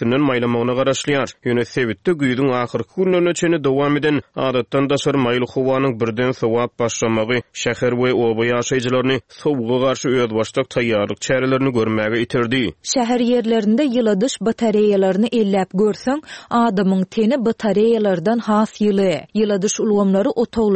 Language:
Turkmen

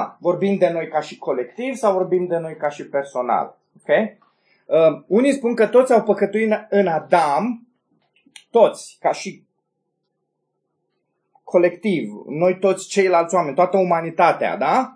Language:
Romanian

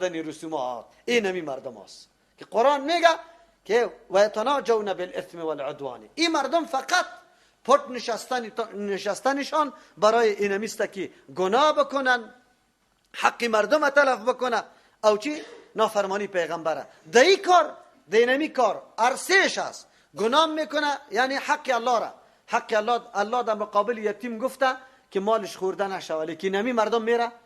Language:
Persian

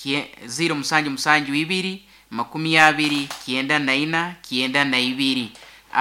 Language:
Nyoro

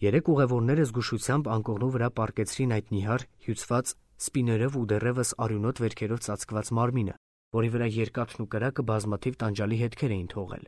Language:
Armenian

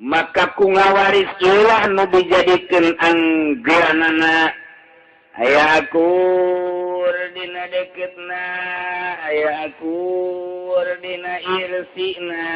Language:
Sundanese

